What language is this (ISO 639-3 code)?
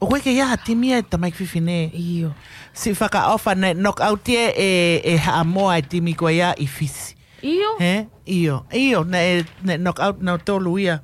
ton